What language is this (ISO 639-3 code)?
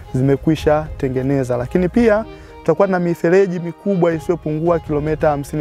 swa